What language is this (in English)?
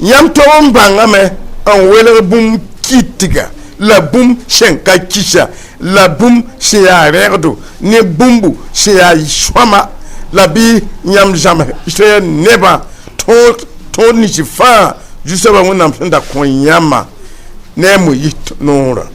Mossi